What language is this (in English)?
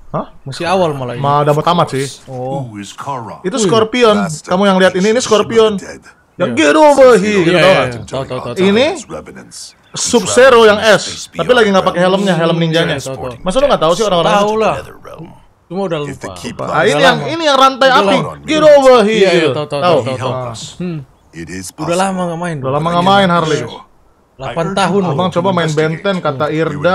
Indonesian